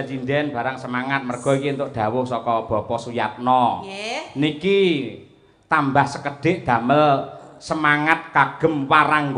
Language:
Javanese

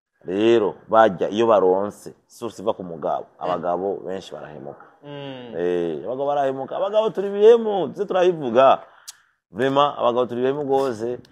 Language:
Rundi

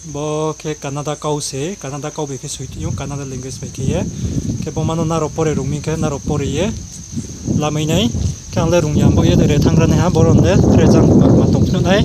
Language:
Riang (India)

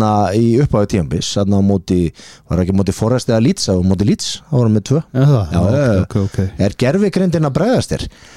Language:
Icelandic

